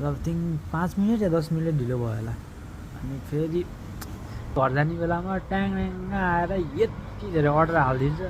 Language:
Nepali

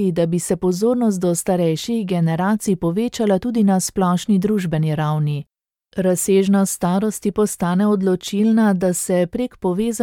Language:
Slovenian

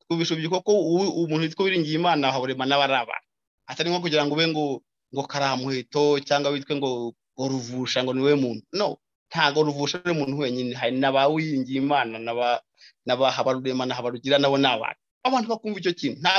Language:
Kinyarwanda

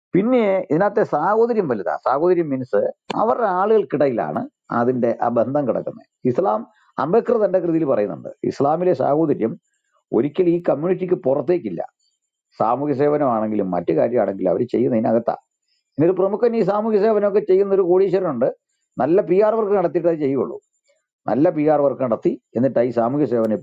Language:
Malayalam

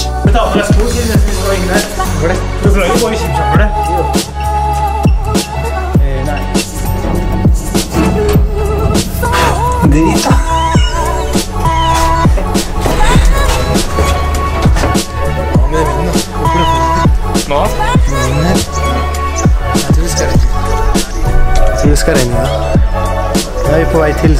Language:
Norwegian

